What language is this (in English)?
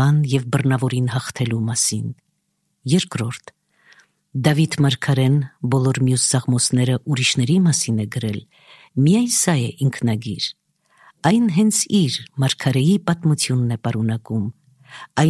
Armenian